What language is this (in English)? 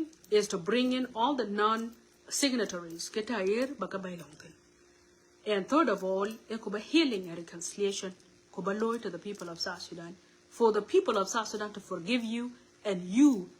Nuer